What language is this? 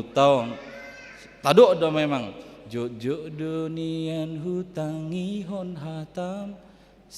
Batak Toba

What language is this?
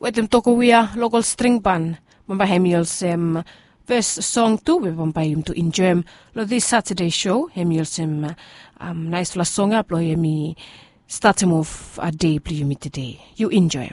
Bislama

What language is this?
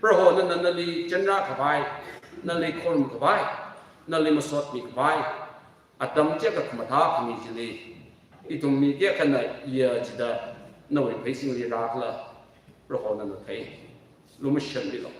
Tangkhul Naga (India)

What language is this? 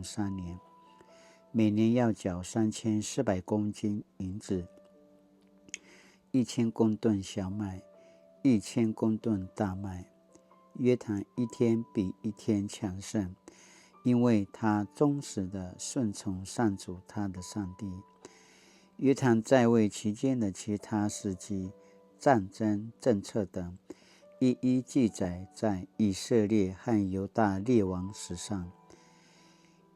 Paiwan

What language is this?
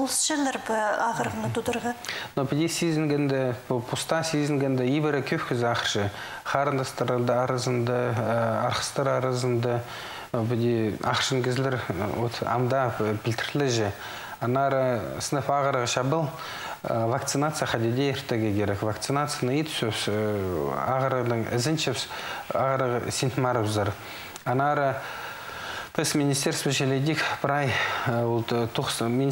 Khakas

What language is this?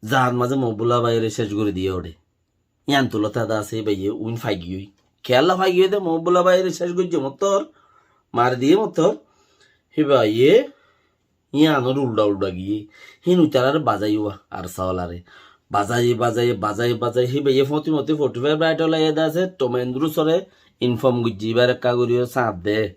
Rohingya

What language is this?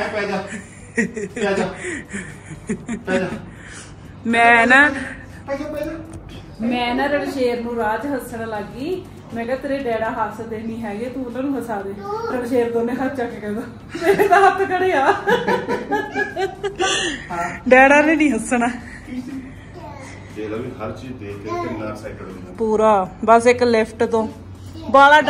Punjabi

